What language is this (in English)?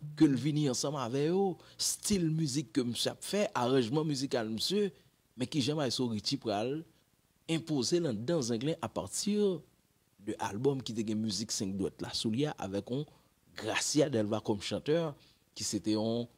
Haitian Creole